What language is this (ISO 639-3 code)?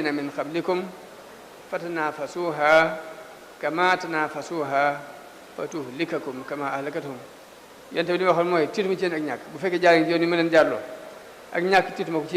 wol